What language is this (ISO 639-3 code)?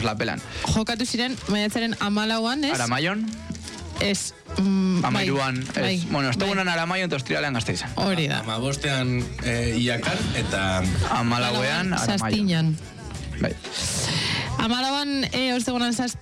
eus